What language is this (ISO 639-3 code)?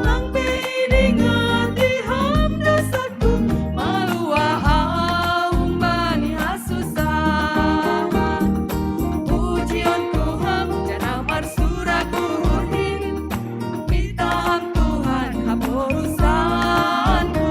bts